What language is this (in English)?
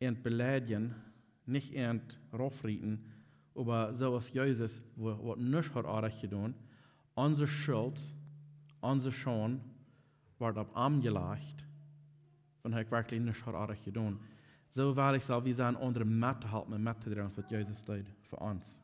Plautdietsch